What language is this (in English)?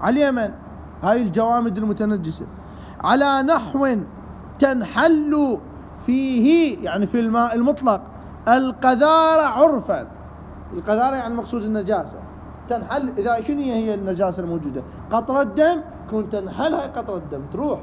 Mesopotamian Arabic